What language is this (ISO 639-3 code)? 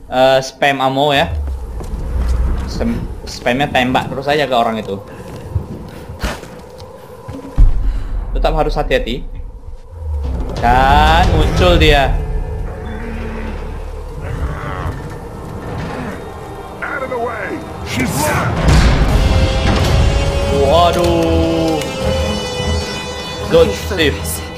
ind